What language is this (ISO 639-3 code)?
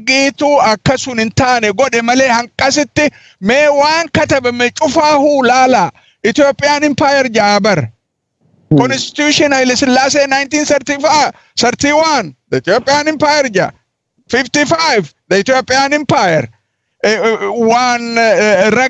orm